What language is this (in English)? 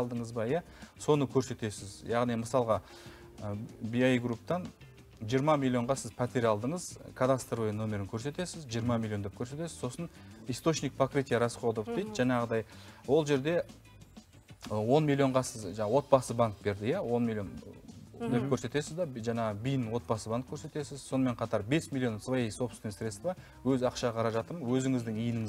Kazakh